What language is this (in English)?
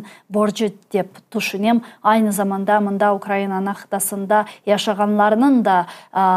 Crimean Tatar